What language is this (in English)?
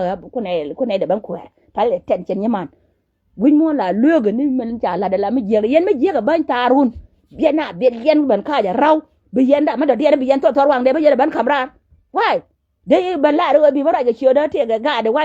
Nuer